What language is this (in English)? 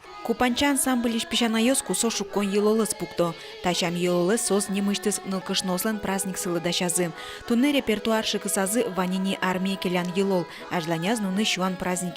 Udmurt